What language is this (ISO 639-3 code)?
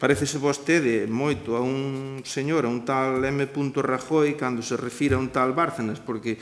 glg